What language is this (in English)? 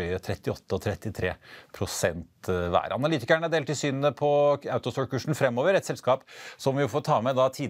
Norwegian